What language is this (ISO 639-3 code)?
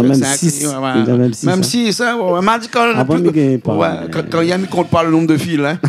rcf